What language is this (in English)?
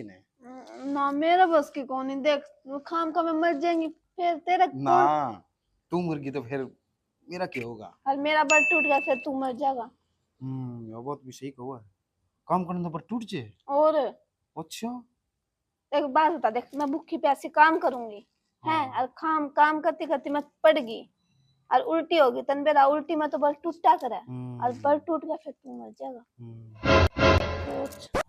Haryanvi